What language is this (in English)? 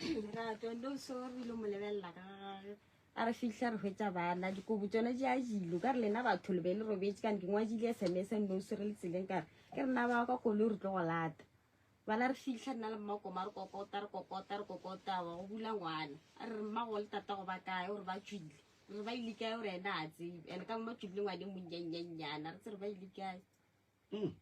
Northern Sotho